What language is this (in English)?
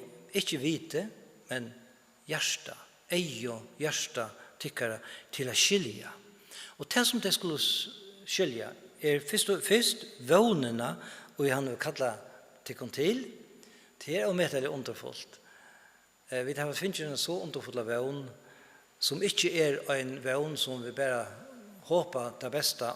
Faroese